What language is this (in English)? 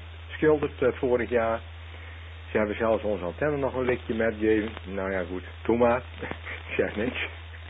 Dutch